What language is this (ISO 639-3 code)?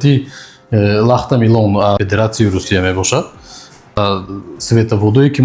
tgk